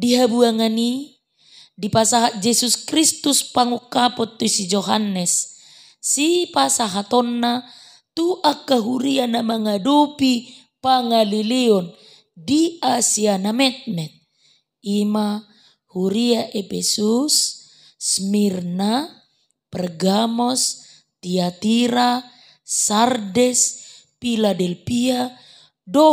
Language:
Batak Toba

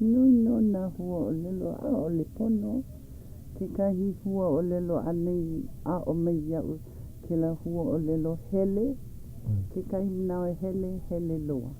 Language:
Hawaiian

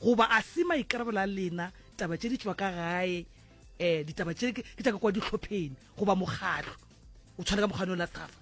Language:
Northern Sotho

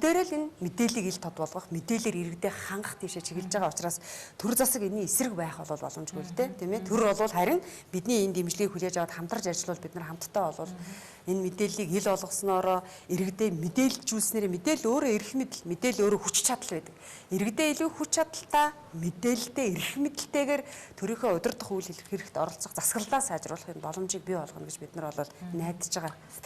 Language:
Mongolian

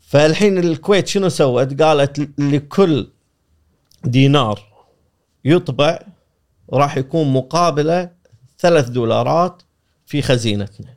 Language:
Gulf Arabic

